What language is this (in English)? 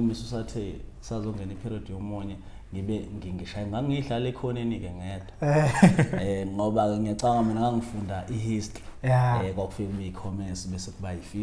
Zulu